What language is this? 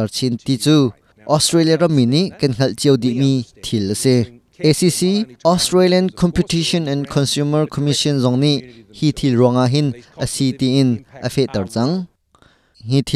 Hakha Chin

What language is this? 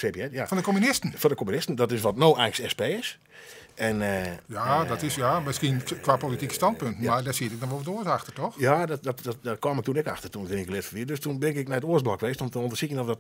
Western Frisian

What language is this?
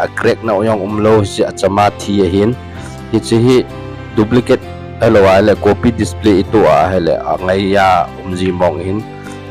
Thado Chin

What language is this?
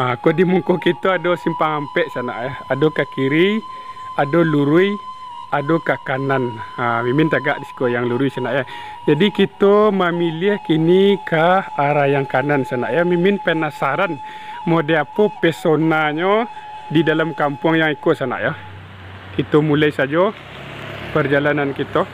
Minangkabau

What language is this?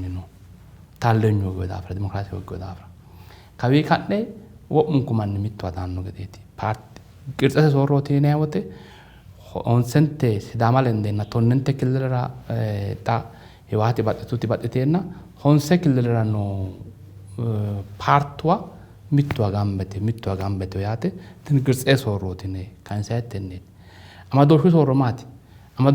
Sidamo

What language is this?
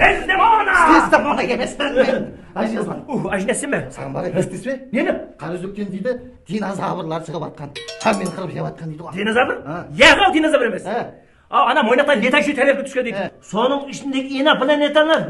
Kara-Kalpak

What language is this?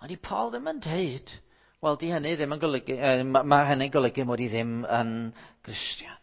Welsh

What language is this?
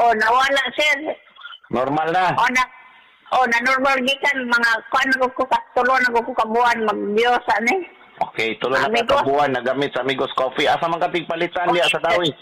Cebuano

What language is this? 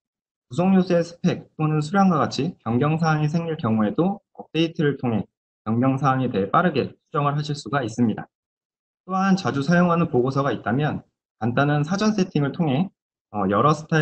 Korean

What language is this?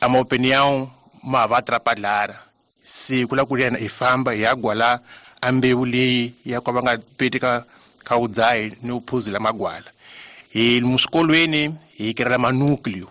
Tsonga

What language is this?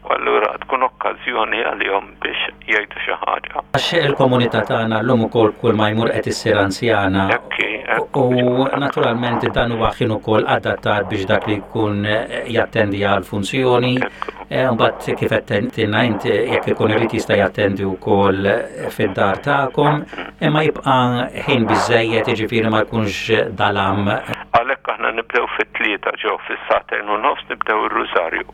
Maltese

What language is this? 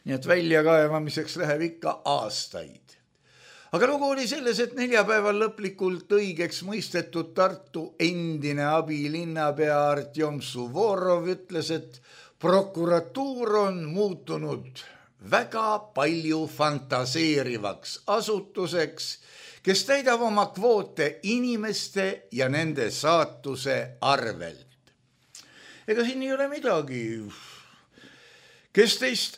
Estonian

